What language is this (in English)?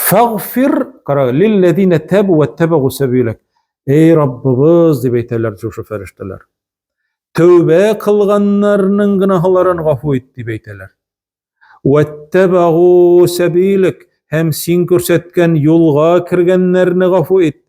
Tatar